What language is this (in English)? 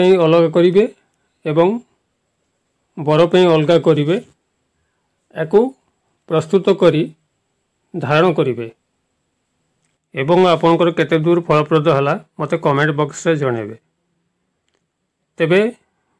Odia